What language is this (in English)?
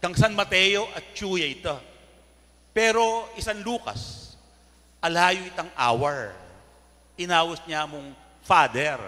Pampanga